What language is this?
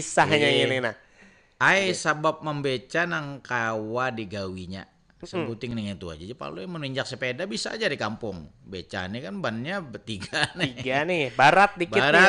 Banjar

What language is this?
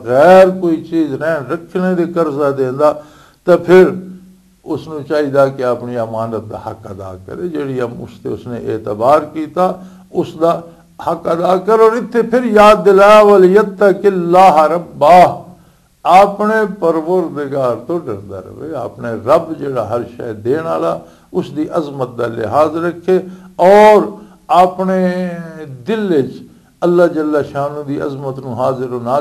Western Panjabi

